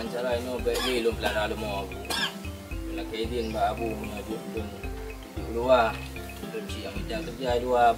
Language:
Achinese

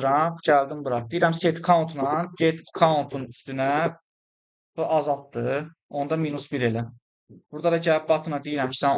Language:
Azerbaijani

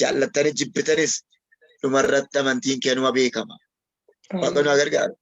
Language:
Oromo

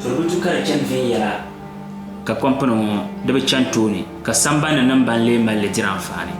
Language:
Dagbani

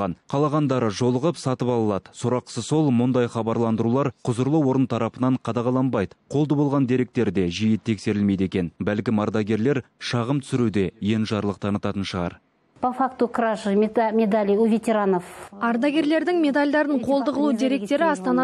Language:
Kazakh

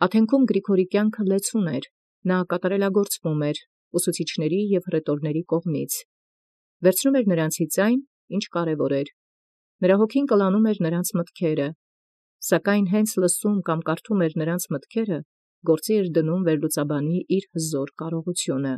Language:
Armenian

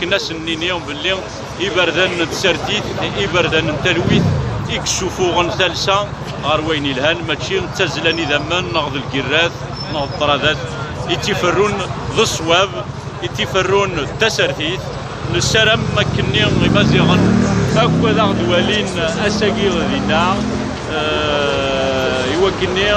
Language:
Kabyle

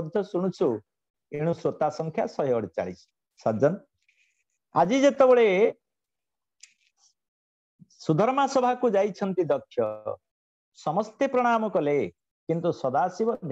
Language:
Odia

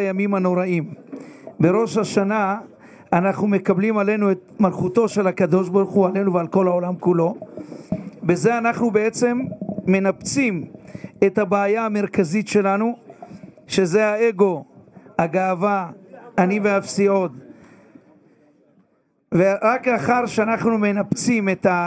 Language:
Hebrew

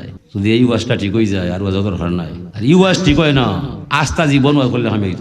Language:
Sylheti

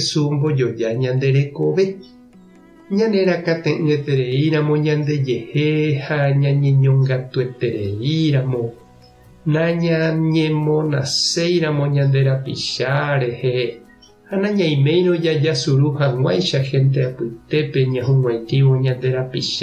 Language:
Guarani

